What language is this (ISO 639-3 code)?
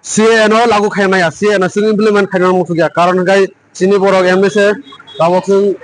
ria